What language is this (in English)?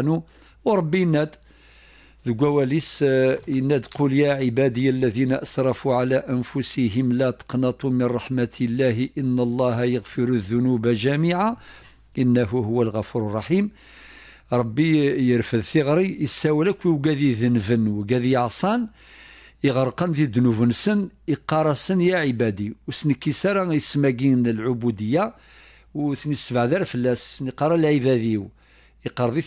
Kabyle